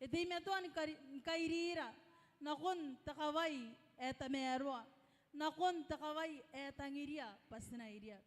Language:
Gilbertese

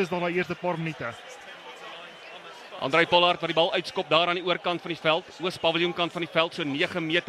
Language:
Afrikaans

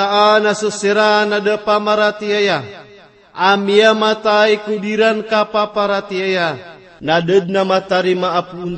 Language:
Maranao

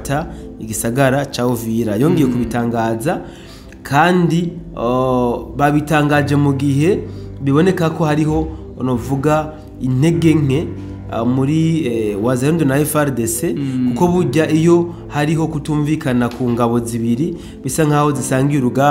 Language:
Rundi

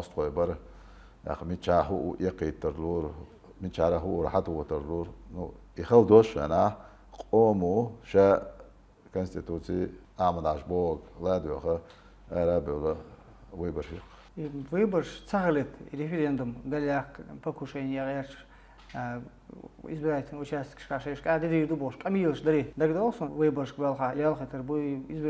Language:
Chechen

